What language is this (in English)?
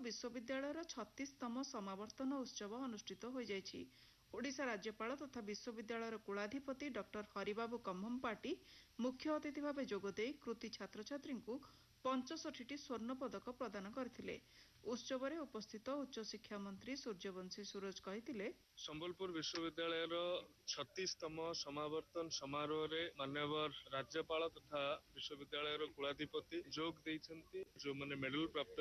Odia